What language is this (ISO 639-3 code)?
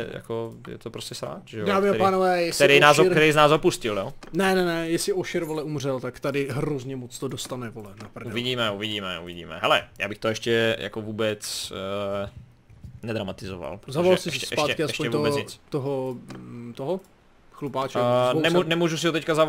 ces